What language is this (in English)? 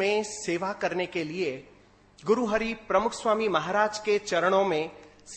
Gujarati